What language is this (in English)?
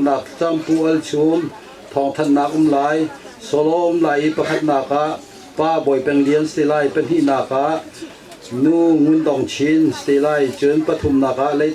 Hakha Chin